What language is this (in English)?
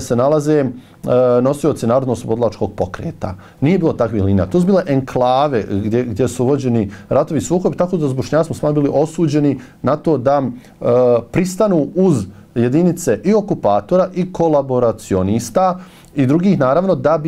Bosnian